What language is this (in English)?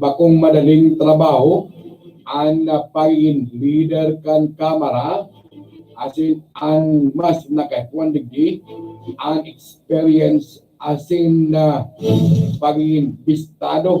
Bikol